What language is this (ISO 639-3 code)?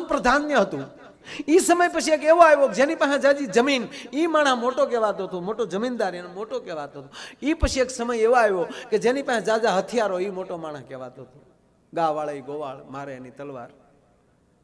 guj